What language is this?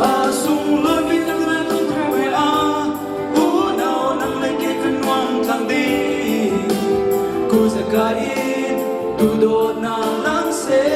Hakha Chin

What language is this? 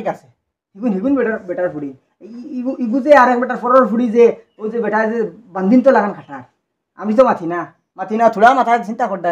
Sylheti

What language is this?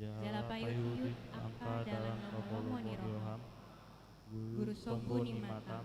Batak Toba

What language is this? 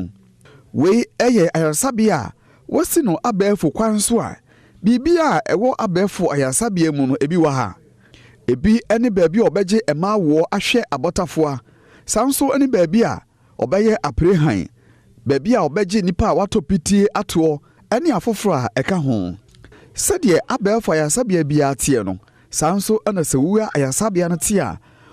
Akan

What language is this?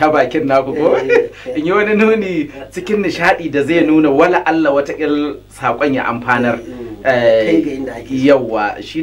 Hausa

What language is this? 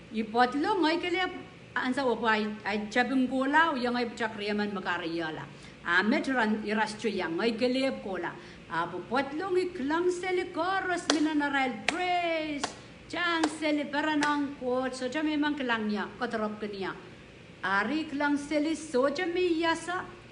Pohnpeian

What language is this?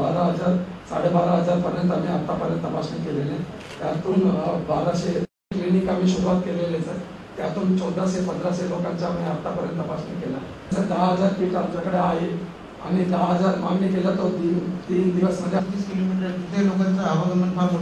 Marathi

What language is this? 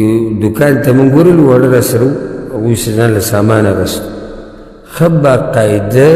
Pashto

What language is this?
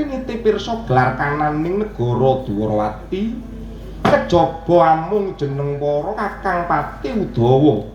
Javanese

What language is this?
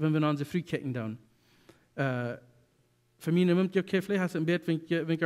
Plautdietsch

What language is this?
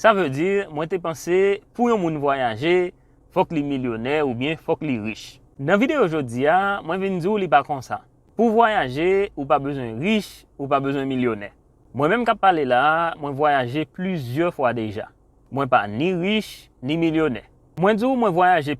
Haitian Creole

